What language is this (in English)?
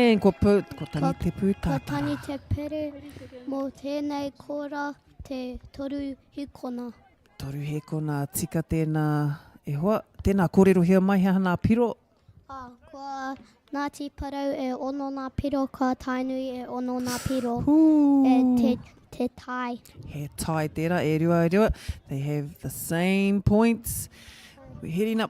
Māori